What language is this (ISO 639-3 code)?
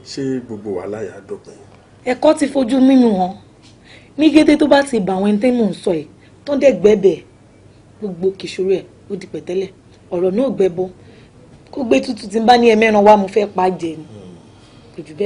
yor